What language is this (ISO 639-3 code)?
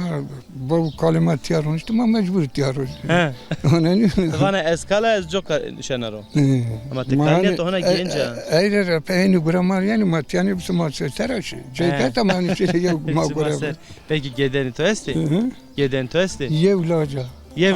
zza